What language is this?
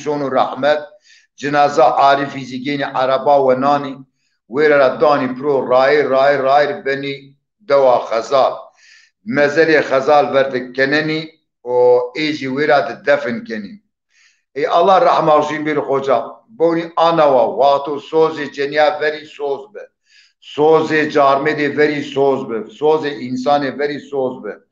Zaza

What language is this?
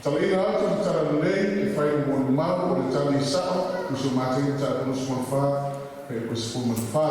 Samoan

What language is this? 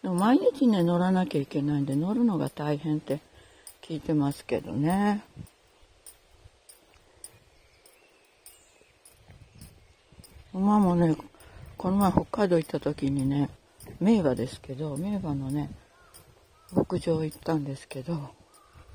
Japanese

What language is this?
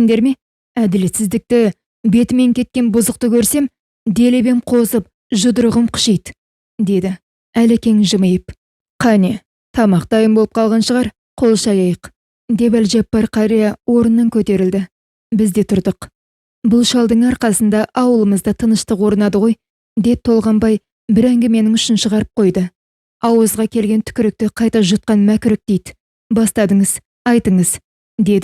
Kazakh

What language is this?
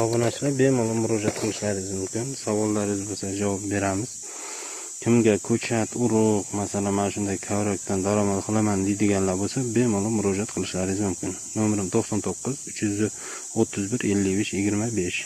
Uzbek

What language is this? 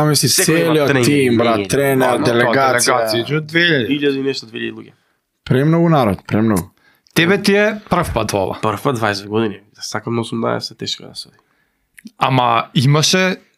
Macedonian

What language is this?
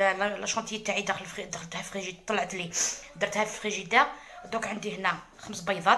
Algerian Arabic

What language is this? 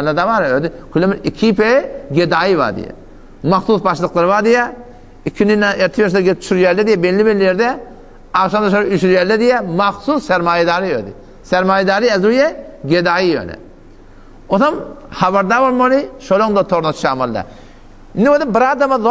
Turkmen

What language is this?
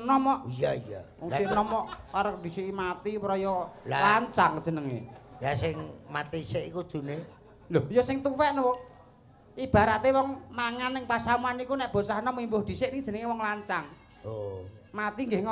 Javanese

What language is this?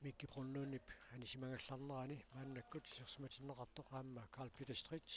Kalaallisut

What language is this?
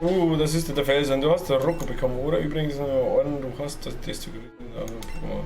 Bavarian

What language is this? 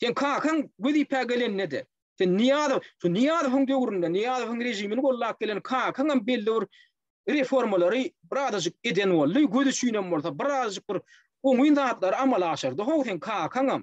Turkmen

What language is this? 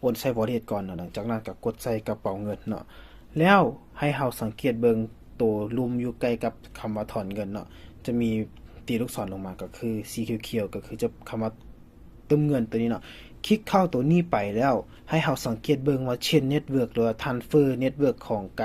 Lao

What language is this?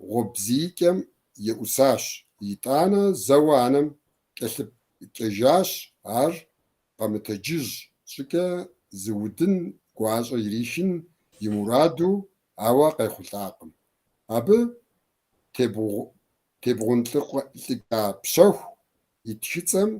Kabardian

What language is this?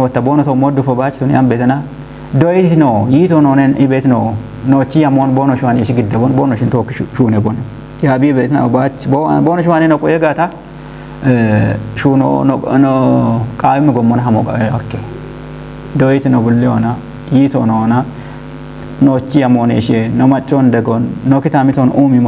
Kafa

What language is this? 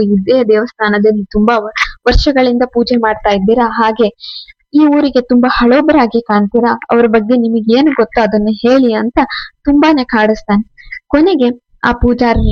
Kannada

